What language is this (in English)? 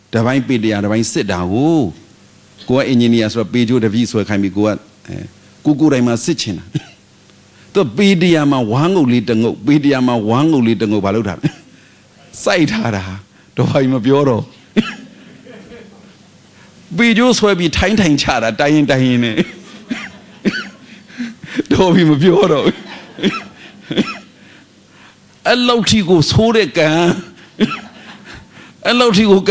Burmese